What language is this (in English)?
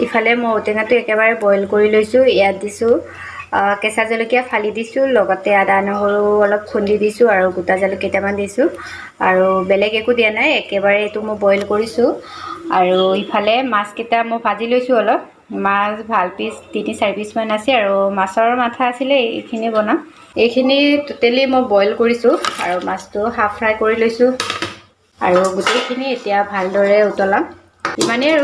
Assamese